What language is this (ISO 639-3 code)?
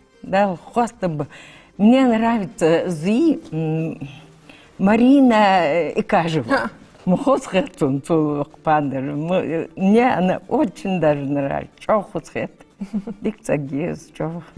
inh